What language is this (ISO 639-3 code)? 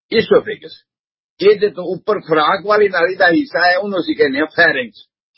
pan